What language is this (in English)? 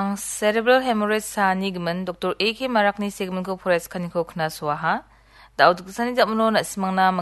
Garo